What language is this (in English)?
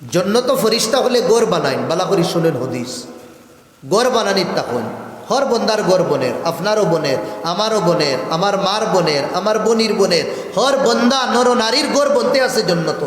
Sylheti